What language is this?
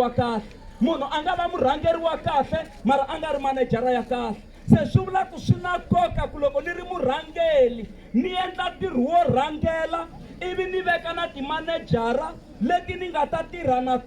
Tsonga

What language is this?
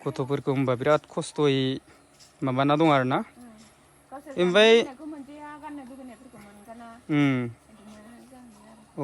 Bodo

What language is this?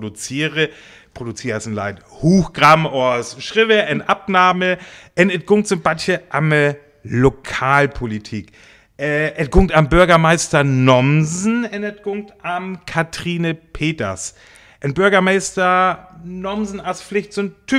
Northern Frisian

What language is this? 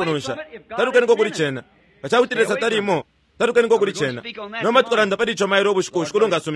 Bemba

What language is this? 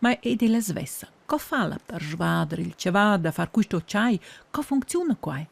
Romansh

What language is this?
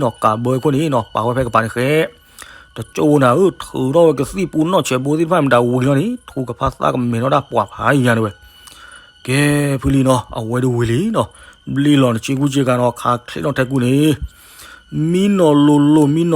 S'gaw Karen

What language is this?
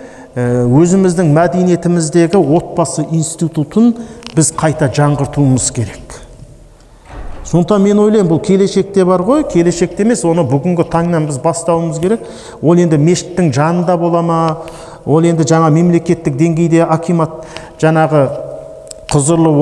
Kazakh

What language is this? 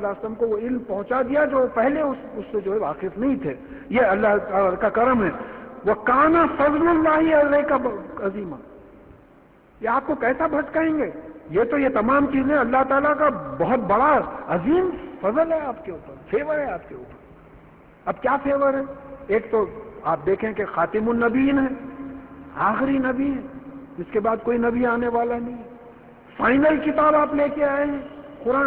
Urdu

